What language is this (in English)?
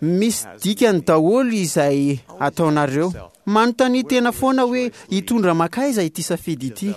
Malagasy